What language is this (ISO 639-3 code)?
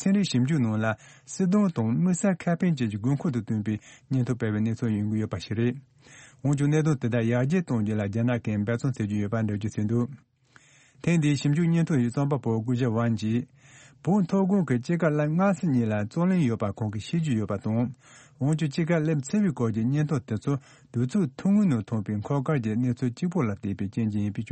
bod